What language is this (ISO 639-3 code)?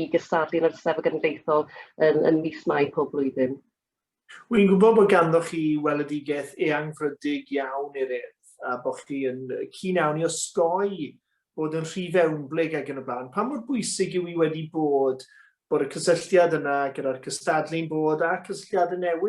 cym